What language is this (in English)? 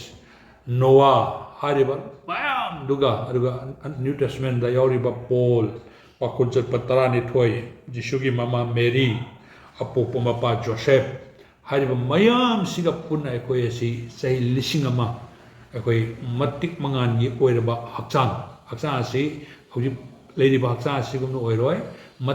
Manipuri